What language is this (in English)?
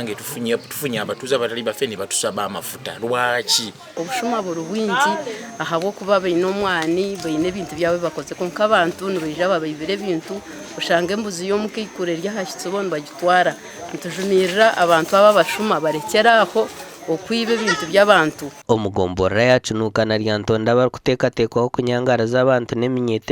Nyankole